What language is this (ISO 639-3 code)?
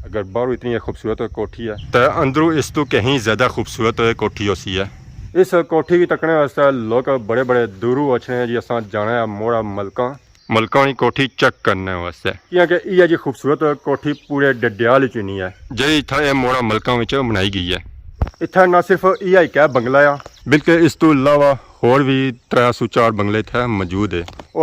phr